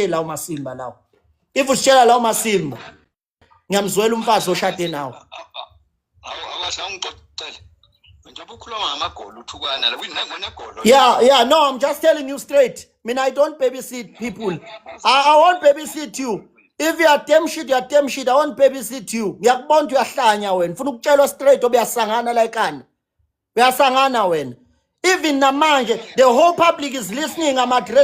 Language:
Zulu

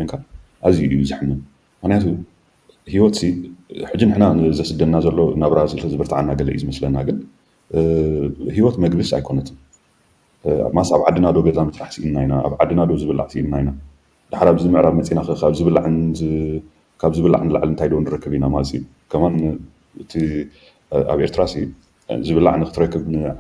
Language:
Tigrinya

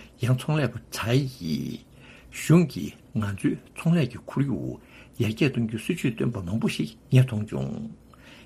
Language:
Tibetan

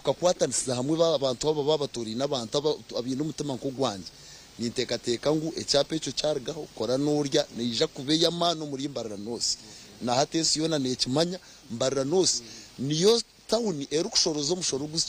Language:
Nyankole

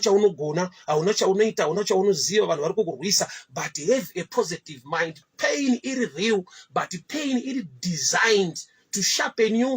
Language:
Shona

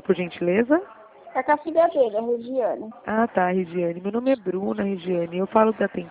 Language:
Portuguese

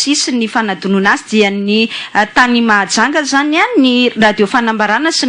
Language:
Malagasy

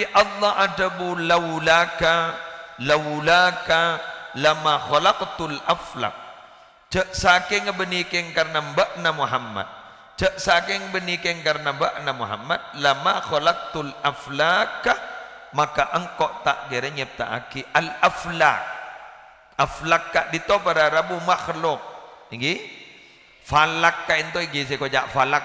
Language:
Madurese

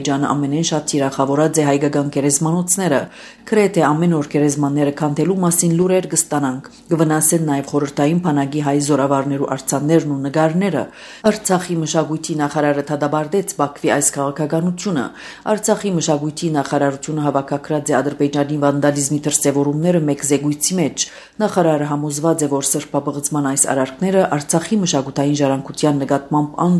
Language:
Armenian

